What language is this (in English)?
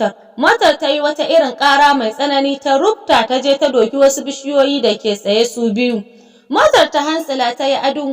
Hausa